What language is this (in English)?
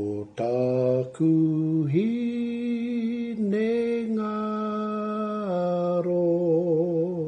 Māori